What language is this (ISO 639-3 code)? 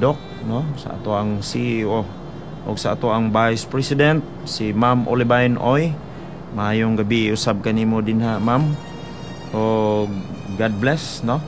ceb